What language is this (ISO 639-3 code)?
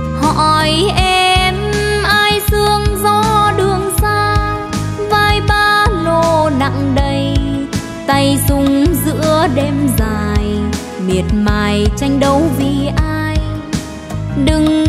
vie